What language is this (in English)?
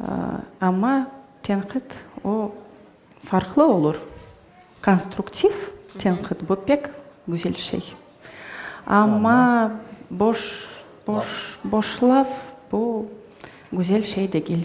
Crimean Tatar